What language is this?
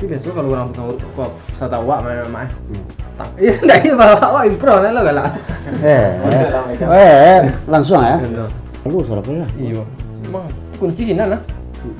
Minangkabau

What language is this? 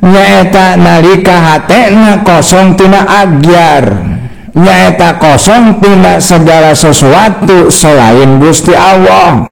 Sundanese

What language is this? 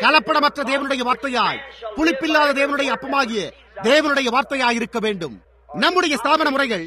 Tamil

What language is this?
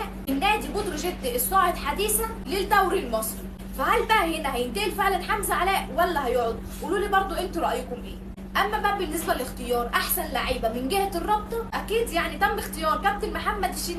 Egyptian Arabic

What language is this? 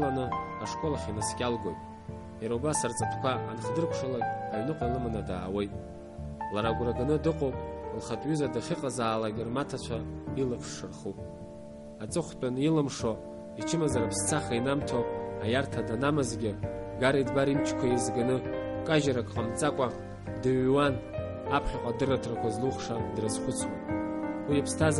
Abkhazian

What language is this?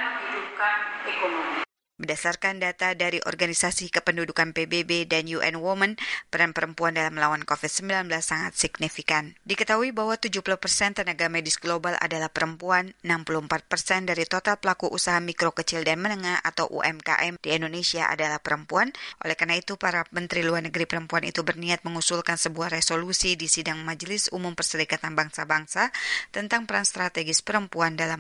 Indonesian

